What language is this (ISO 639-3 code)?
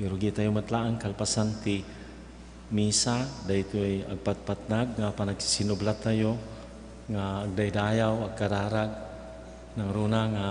ilo